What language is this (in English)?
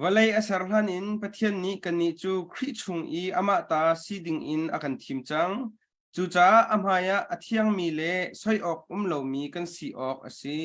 Hakha Chin